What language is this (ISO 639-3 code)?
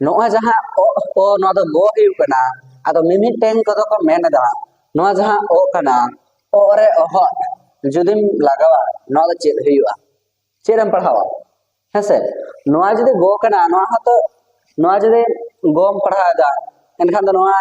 sat